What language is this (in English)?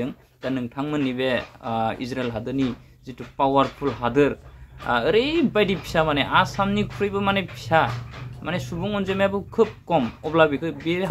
Bodo